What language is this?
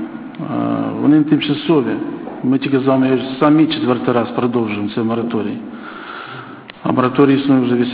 Ukrainian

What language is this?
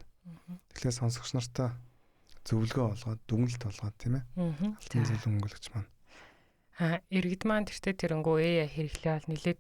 Mongolian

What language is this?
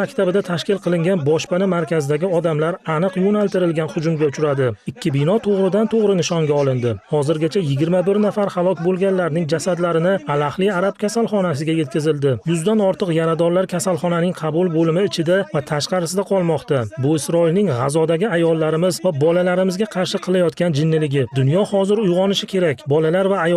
Uzbek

